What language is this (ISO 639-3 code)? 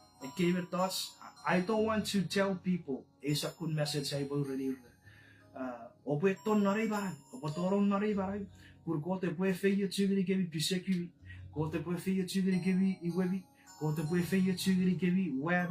chk